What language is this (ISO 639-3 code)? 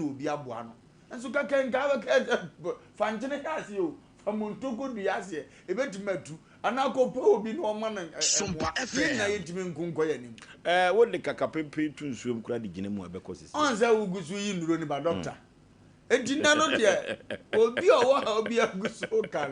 aka